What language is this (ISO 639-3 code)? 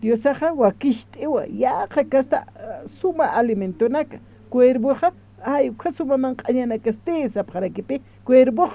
aym